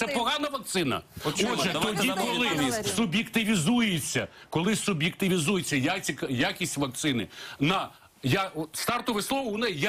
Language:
Ukrainian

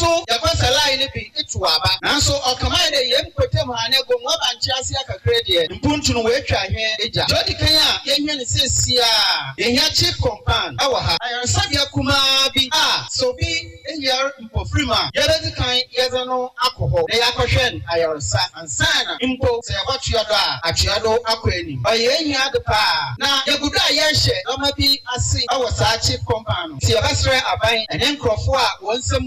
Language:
Akan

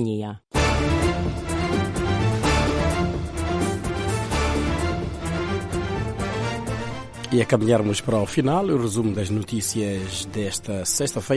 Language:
Portuguese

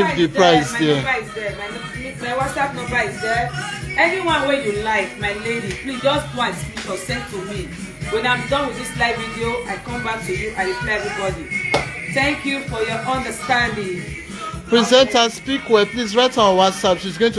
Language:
Nigerian Pidgin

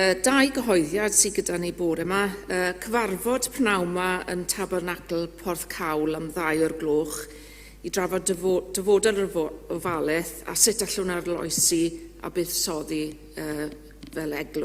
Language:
Welsh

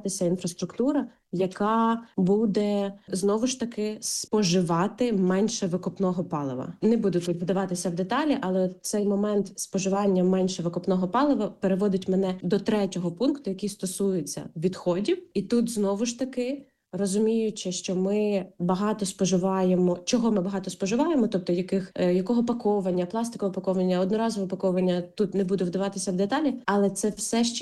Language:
Ukrainian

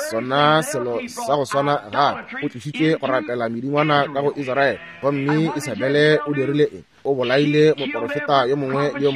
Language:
Northern Sotho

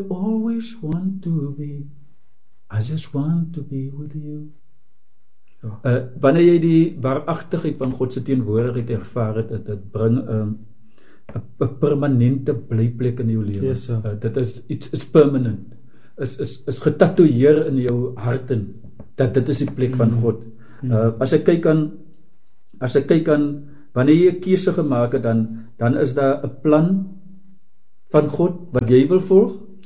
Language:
Afrikaans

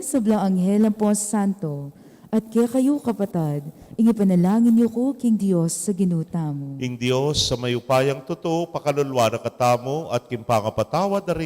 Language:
Pampanga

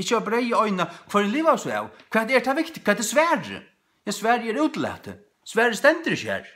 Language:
Faroese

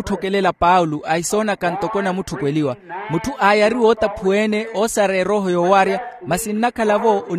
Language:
Makhuwa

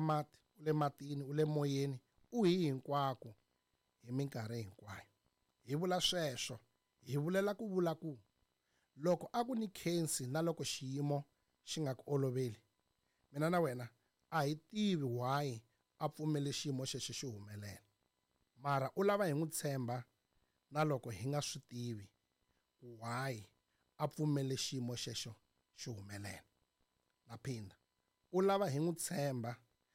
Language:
Tsonga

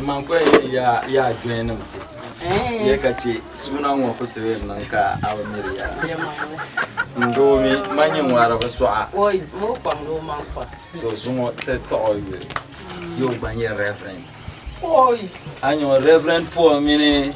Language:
Dagbani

